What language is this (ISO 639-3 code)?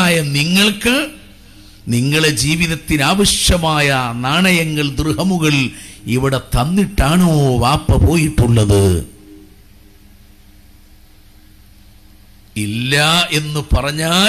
mal